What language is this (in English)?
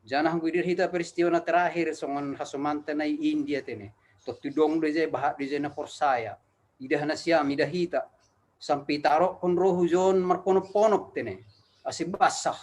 Batak Simalungun